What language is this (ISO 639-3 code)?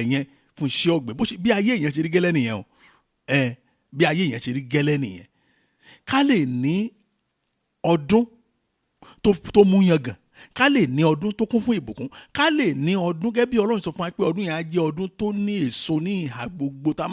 yor